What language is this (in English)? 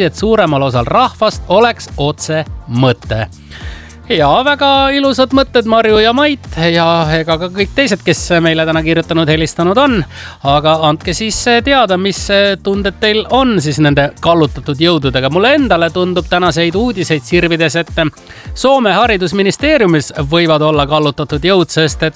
Estonian